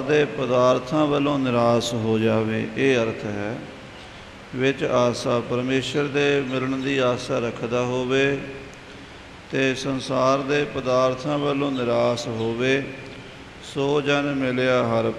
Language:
Punjabi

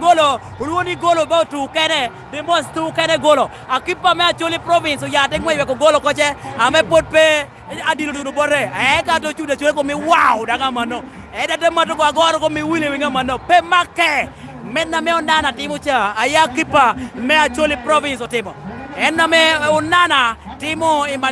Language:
Lango (Uganda)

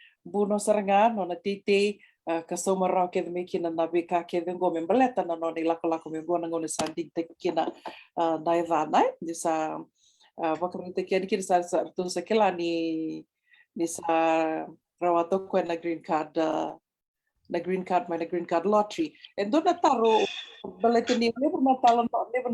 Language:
Fijian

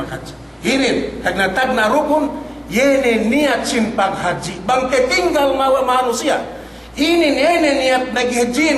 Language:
Yakan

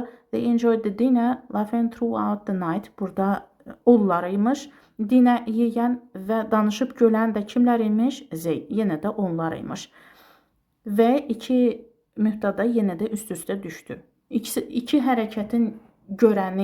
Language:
Azerbaijani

